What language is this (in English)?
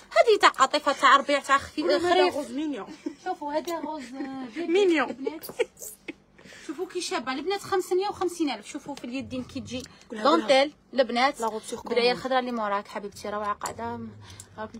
Algerian Arabic